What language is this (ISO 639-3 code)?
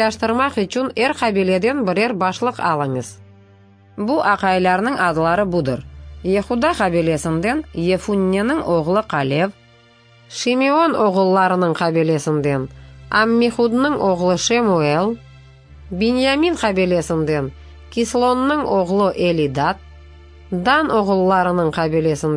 crh